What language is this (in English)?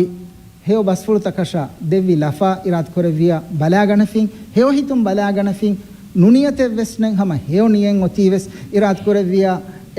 Divehi